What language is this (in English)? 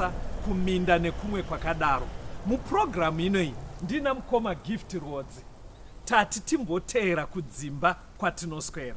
Shona